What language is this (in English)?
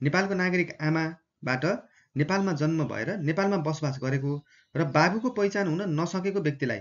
Nepali